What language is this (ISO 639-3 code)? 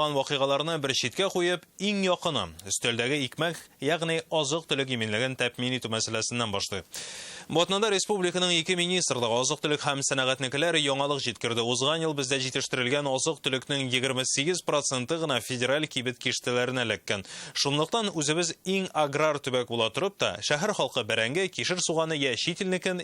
tat